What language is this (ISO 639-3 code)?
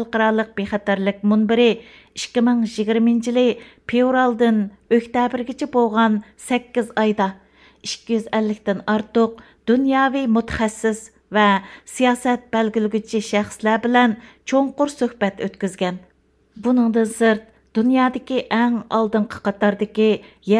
uig